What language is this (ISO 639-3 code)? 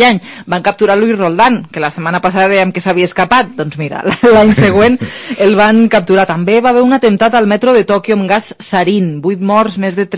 cat